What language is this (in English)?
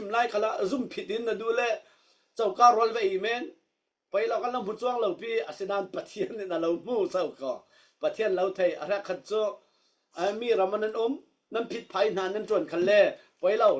Falam Chin